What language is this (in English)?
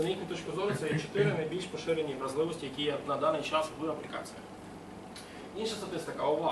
Ukrainian